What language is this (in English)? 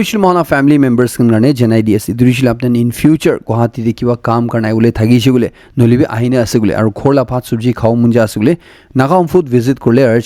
Naga Pidgin